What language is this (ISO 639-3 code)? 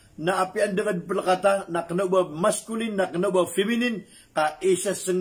mrw